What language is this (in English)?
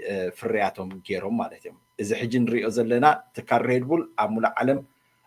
Tigrinya